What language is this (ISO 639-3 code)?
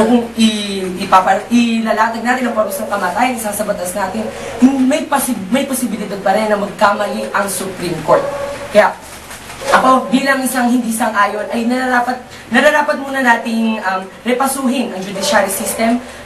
fil